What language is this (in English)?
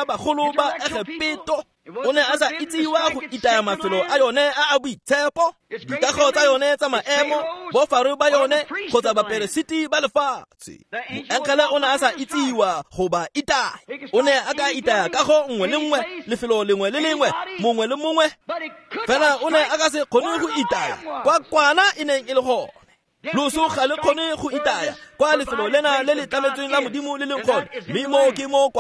Tswana